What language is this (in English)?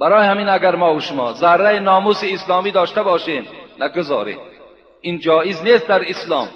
Tajik